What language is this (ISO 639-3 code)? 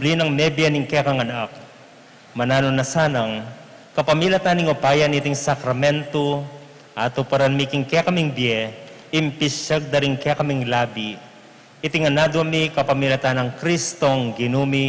pam